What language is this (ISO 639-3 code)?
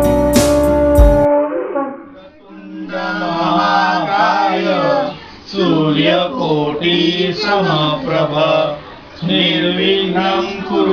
mar